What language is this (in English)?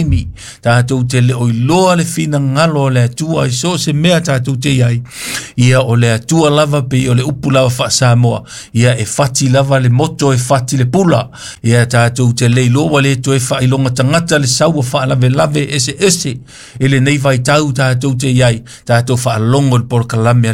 Samoan